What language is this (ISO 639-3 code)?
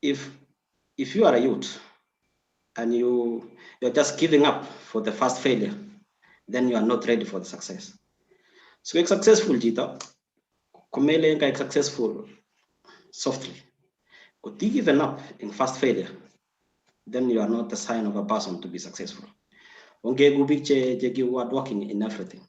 kln